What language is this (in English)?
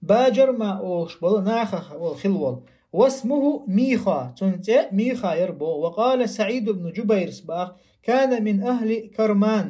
Chechen